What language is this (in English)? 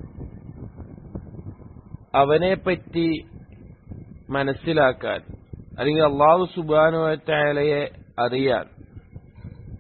Malayalam